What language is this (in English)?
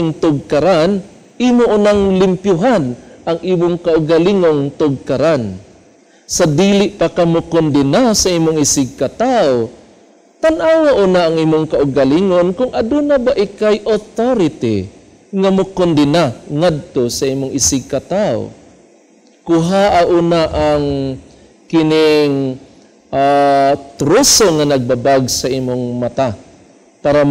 Cebuano